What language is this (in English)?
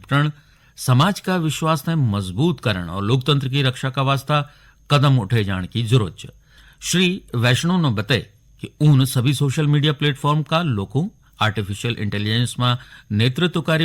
Garhwali